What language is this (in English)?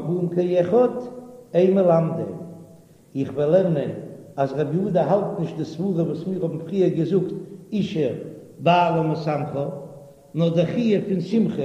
Yiddish